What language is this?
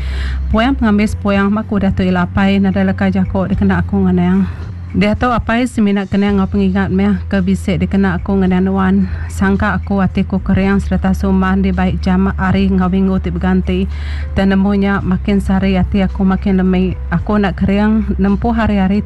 Iban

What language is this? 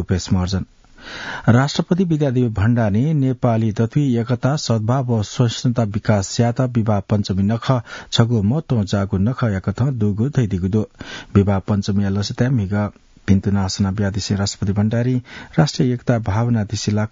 Newari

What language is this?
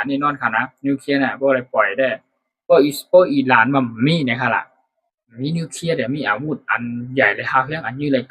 Shan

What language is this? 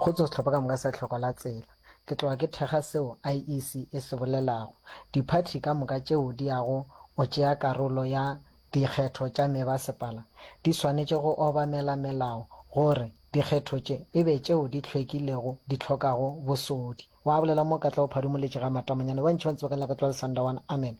Northern Sotho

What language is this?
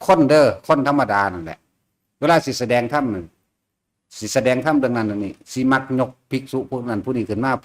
Northeastern Thai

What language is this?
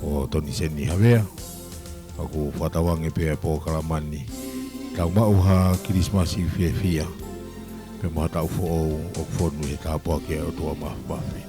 Tongan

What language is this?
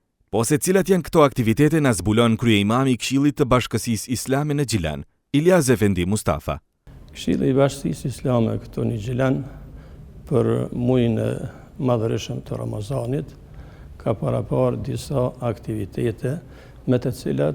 Albanian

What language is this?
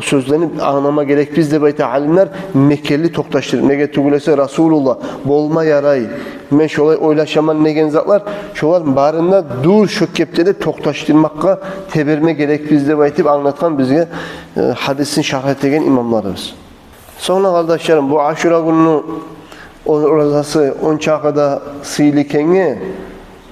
Kumyk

